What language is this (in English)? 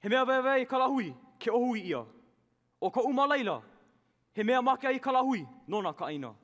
Hawaiian